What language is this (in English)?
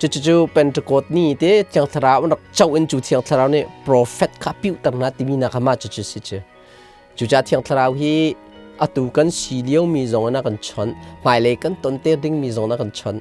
Hakha Chin